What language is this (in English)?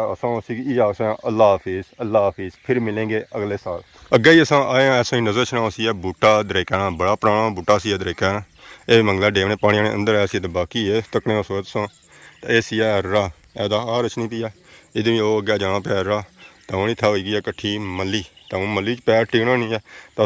Pahari-Potwari